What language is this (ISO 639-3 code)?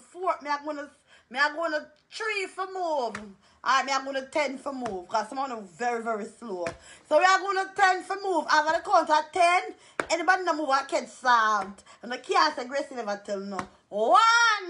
jam